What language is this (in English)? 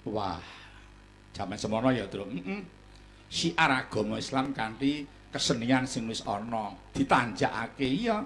Javanese